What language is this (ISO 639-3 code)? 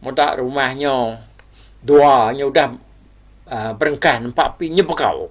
iba